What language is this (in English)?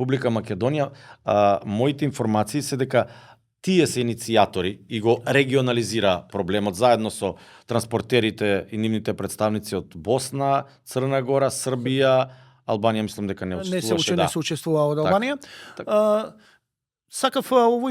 Macedonian